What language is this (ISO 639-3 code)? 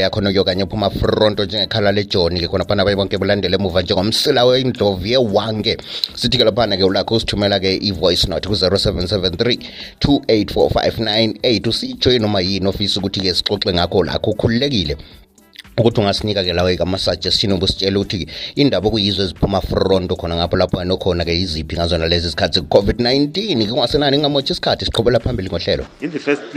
nde